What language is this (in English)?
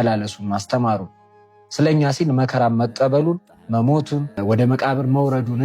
Amharic